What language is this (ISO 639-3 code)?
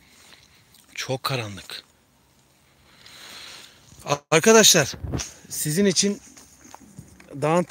tur